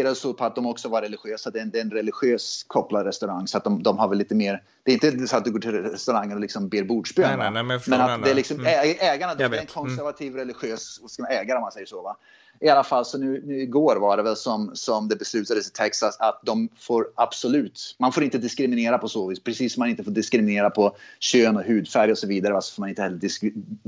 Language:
Swedish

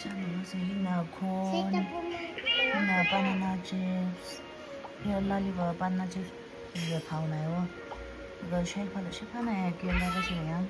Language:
Tangkhul Naga (India)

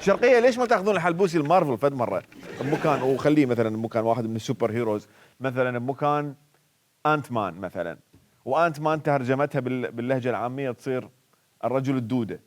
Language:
Mesopotamian Arabic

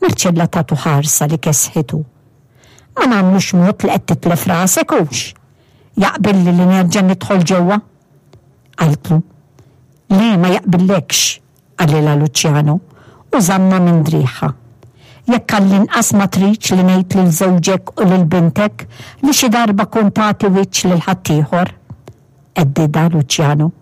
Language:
Maltese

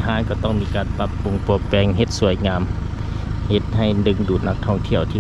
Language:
Lao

